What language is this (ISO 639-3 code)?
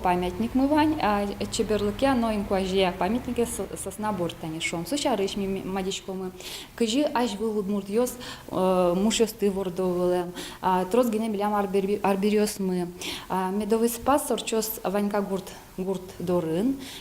udm